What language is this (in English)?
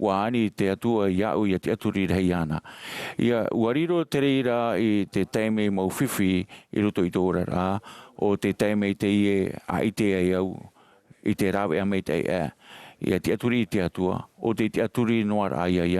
Tahitian